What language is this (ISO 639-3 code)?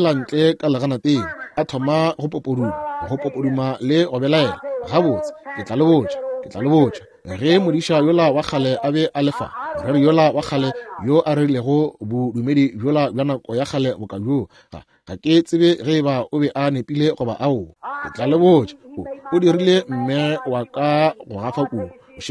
nso